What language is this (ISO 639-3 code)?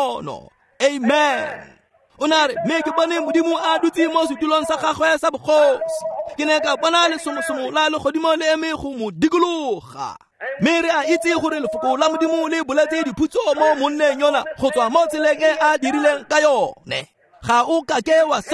tsn